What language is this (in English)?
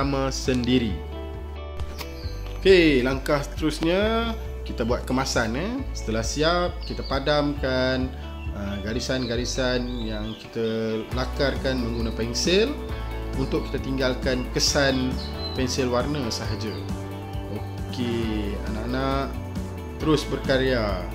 Malay